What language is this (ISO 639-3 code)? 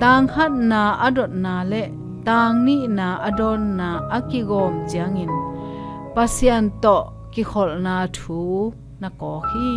ctd